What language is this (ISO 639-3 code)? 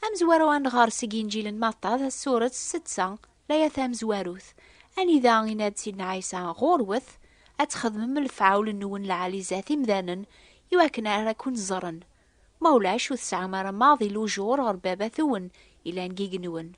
kab